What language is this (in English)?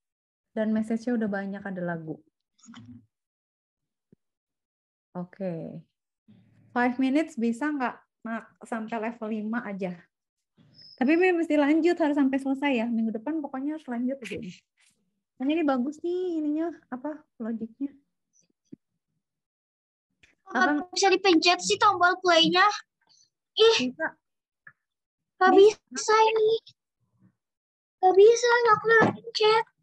Indonesian